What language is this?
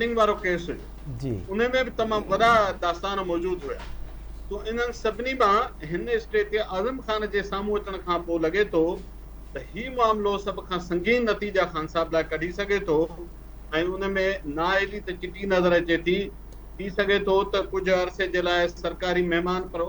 Sindhi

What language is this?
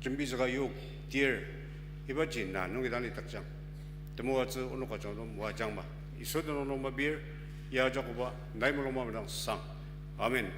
Ao Naga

